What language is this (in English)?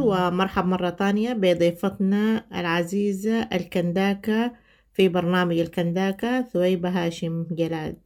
Sudanese Arabic